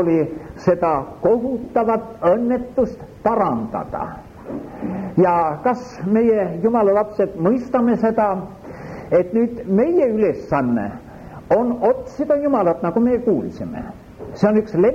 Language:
Estonian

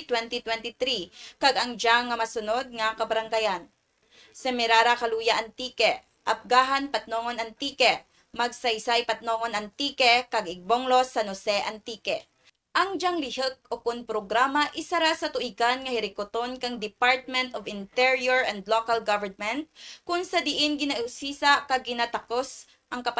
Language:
Kinaray-a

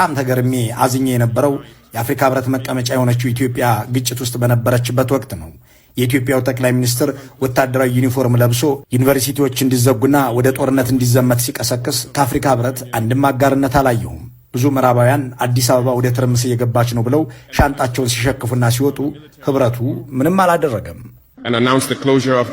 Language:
Amharic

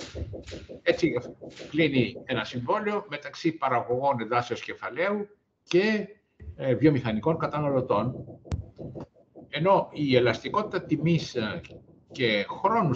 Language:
Greek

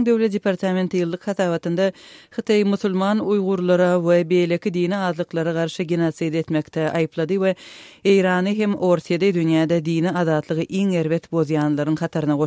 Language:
Turkmen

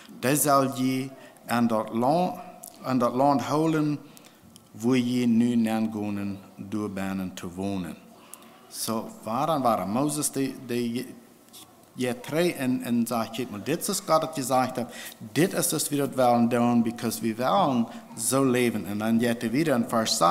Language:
Plautdietsch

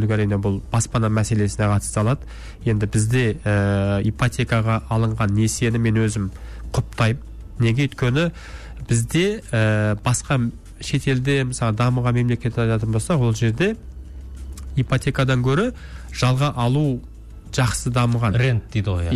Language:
Kazakh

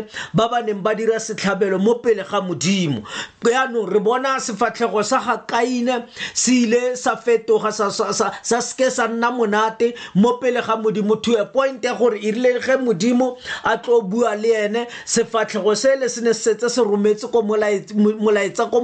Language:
Tswana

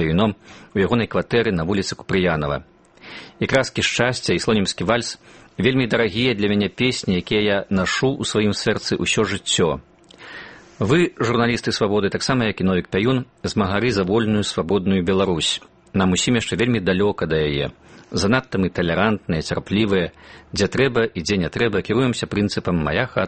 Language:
Belarusian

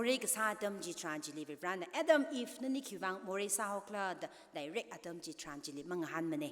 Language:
Tangkhul Naga (India)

